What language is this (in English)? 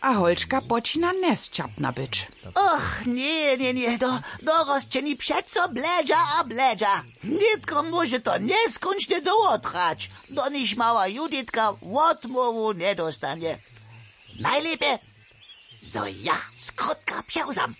Upper Sorbian